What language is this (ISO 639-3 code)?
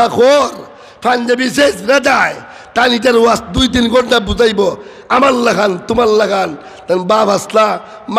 syl